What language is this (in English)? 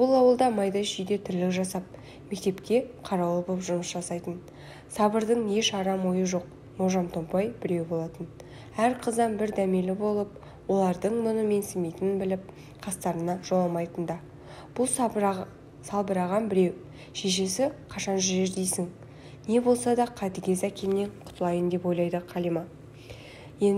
Kazakh